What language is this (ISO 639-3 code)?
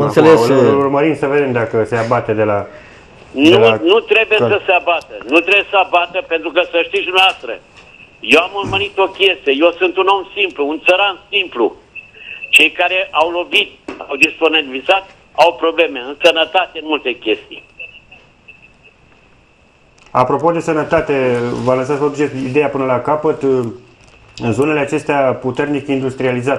ron